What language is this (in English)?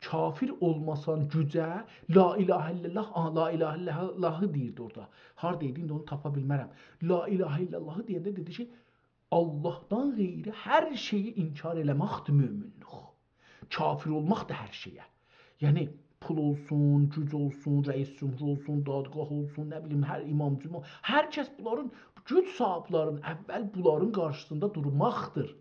South Azerbaijani